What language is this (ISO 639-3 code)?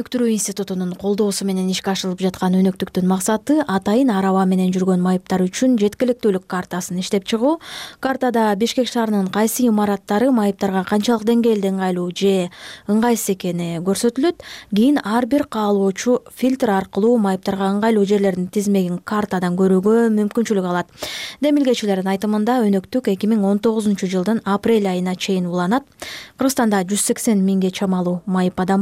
kir